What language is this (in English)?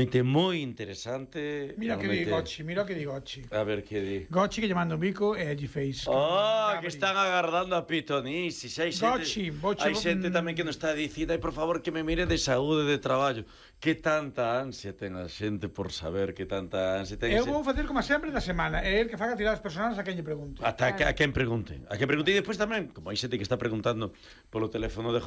Galician